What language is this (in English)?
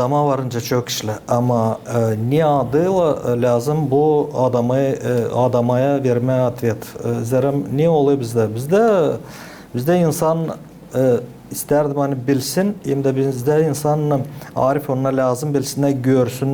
Gagauz